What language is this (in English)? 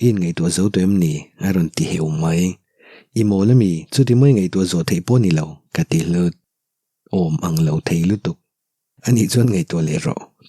Mizo